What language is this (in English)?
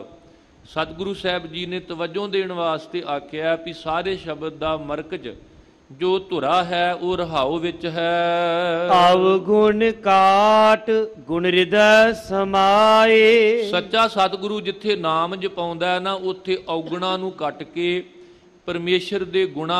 Punjabi